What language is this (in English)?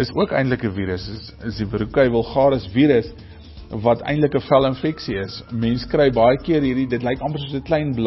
Afrikaans